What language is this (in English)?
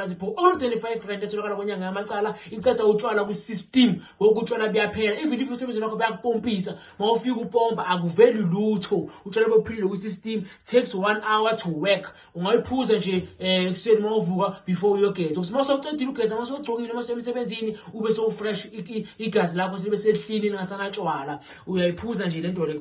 Zulu